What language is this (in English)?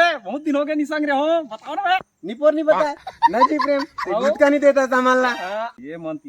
Chhattisgarhi